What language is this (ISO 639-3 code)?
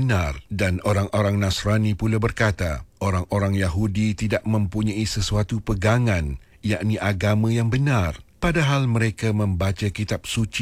msa